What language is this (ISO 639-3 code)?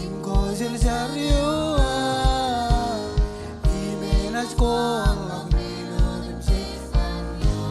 mah